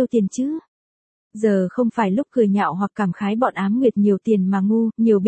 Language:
Vietnamese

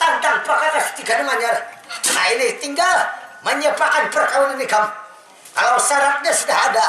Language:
Banjar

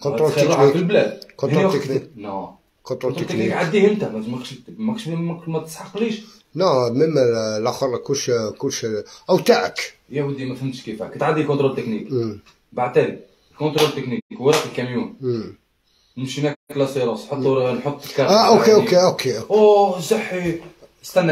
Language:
Algerian Arabic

